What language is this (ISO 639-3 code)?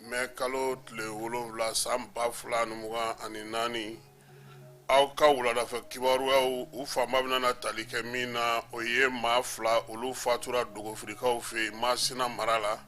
bam